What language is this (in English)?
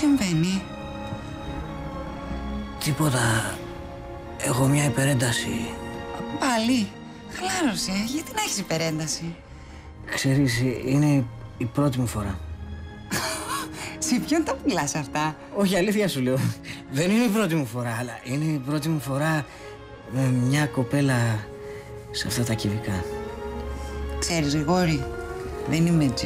Greek